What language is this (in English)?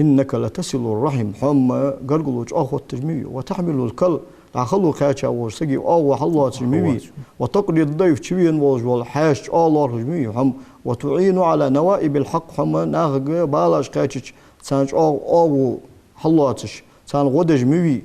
Ingush